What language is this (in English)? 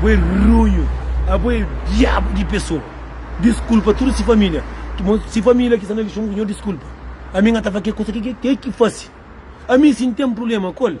Kabuverdianu